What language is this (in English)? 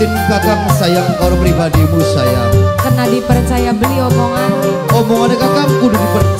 Indonesian